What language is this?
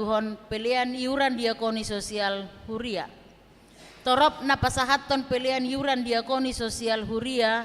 Batak Toba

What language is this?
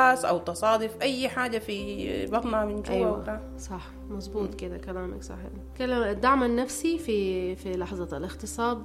Sudanese Arabic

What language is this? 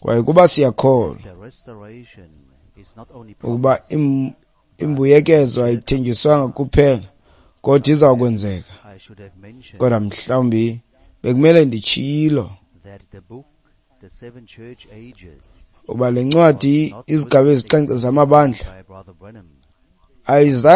Xhosa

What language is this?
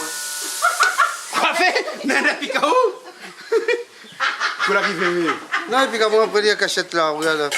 Réunion Creole French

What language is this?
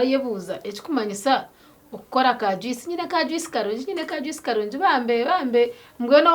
Nyankole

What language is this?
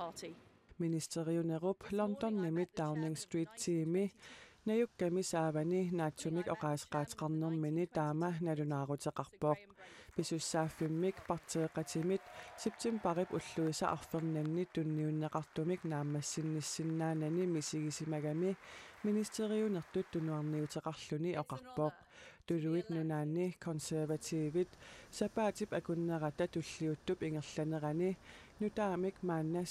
Kalaallisut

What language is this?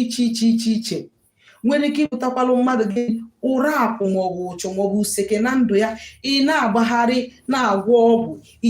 Igbo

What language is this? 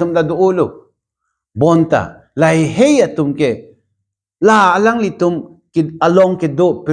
Karbi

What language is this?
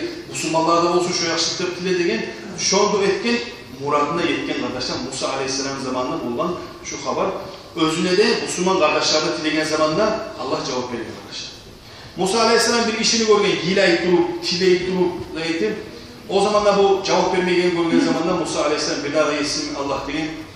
Kumyk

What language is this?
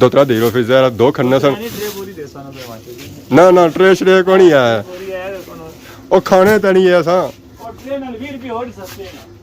Pahari-Potwari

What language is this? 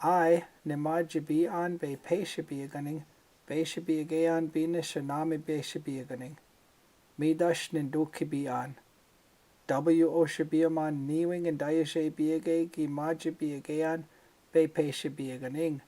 Chippewa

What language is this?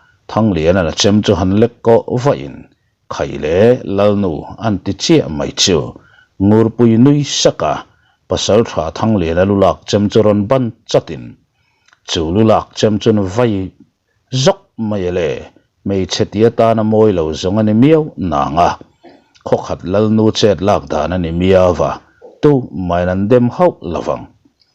Mizo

